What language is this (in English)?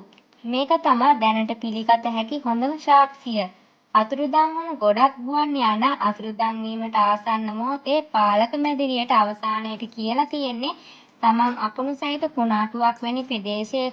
Sinhala